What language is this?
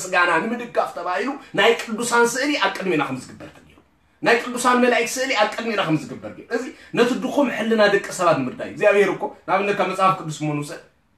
Tigrinya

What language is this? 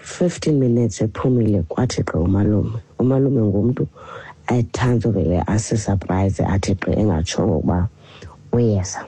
Xhosa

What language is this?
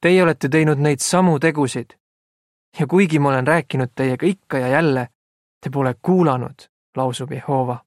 Estonian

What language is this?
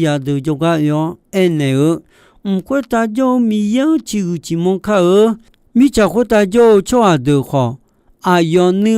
Akha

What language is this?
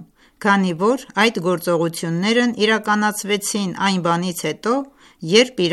Armenian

